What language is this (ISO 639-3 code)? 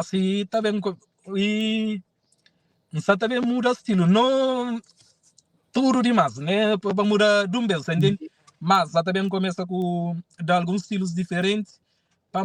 kea